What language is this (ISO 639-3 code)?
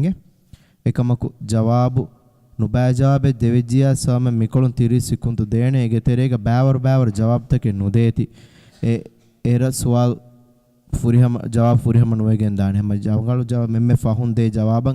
div